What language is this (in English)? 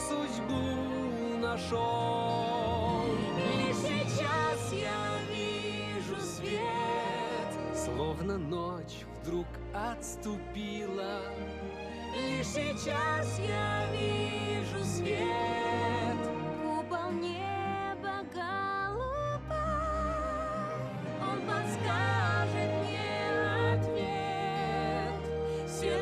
Russian